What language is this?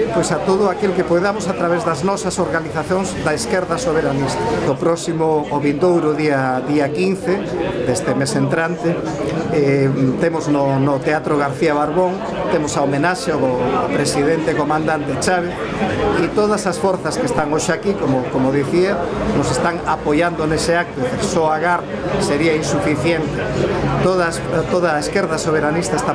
Galician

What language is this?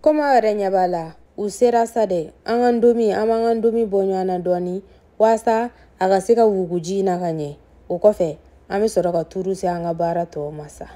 Bambara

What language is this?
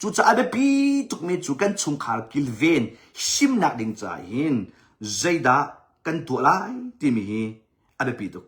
Hakha Chin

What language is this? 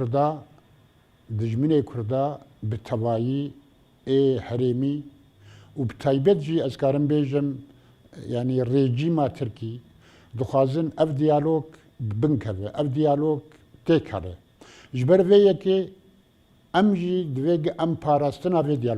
Kurdish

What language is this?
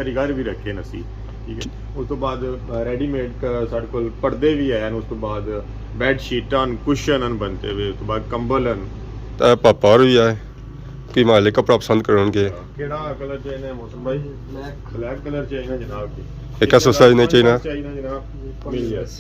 Pahari-Potwari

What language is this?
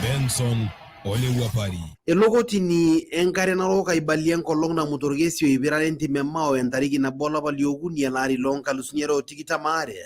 Masai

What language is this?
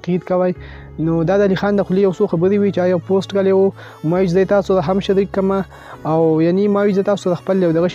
Pashto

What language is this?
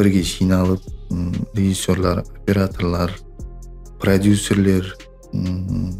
Kara-Kalpak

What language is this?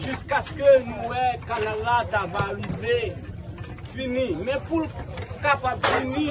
Haitian Creole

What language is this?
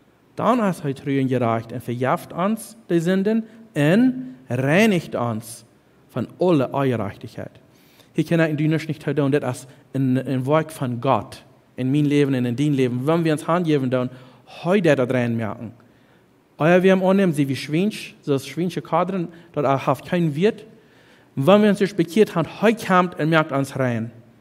Plautdietsch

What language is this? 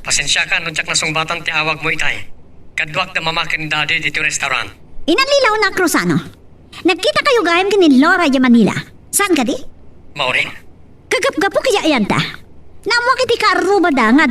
Iloko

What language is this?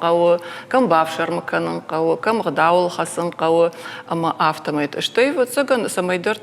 Ossetic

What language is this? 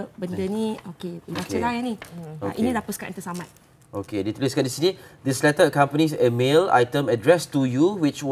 Malay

